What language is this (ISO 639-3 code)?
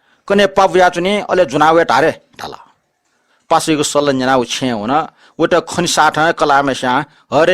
new